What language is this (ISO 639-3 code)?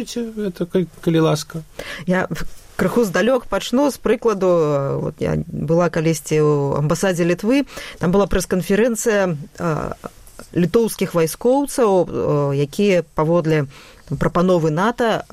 bel